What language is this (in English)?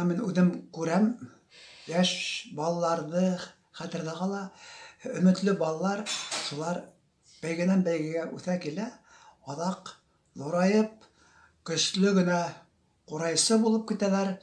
Bashkir